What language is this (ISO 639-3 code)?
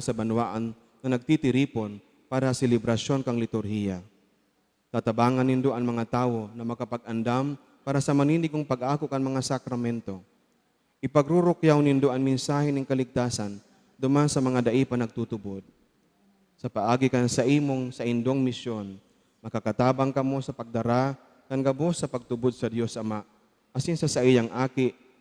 bik